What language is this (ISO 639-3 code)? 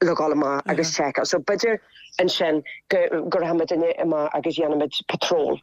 gle